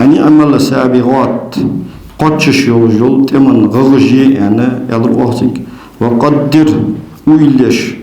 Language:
Ingush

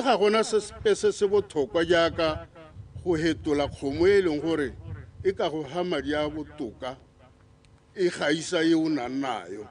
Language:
Tswana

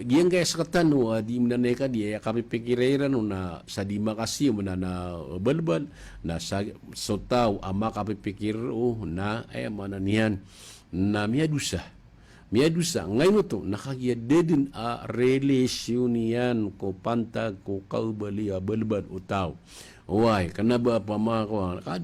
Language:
Maranao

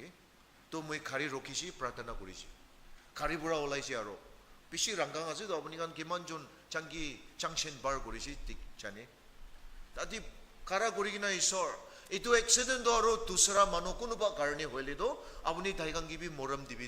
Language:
Naga Pidgin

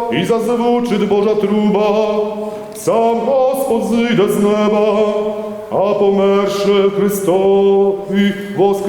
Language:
Rusyn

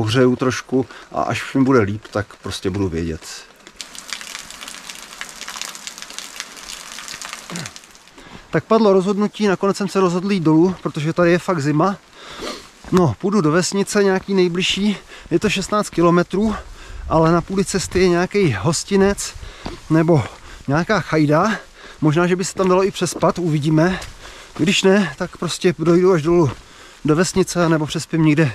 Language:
Czech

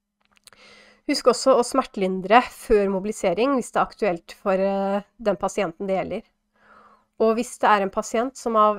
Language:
Norwegian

